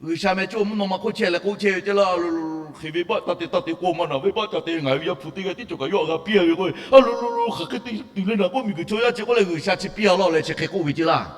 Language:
Lahu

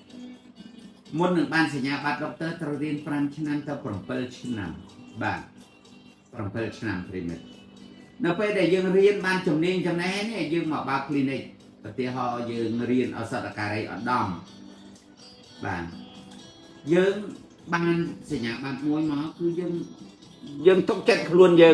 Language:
Khmer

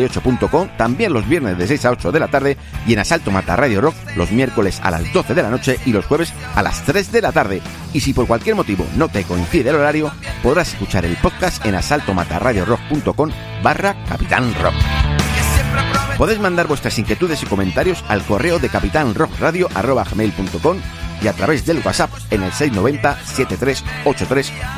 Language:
Spanish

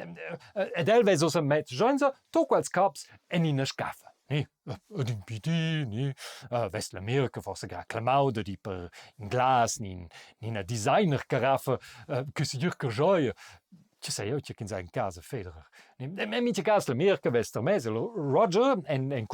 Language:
Romansh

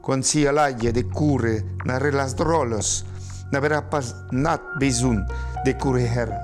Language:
Occitan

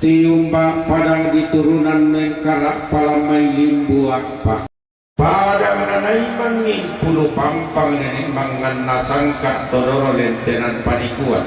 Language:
Toraja-Sa'dan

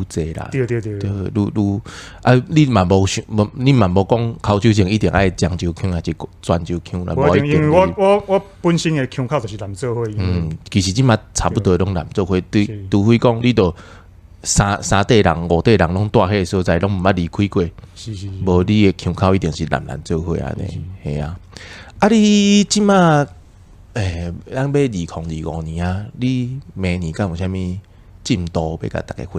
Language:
Min Nan Chinese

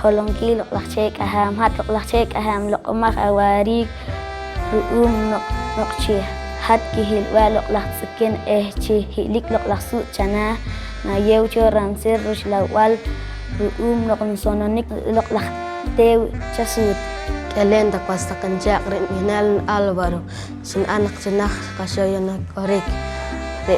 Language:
Poqomchi'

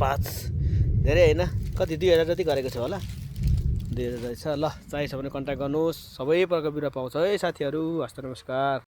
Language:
Nepali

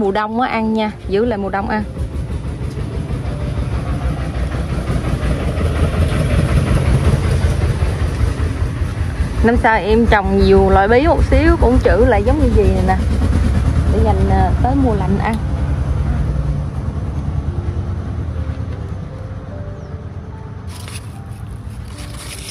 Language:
Vietnamese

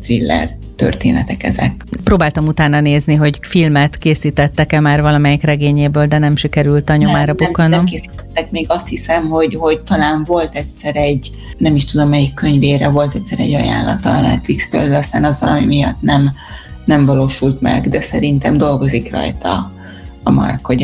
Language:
Hungarian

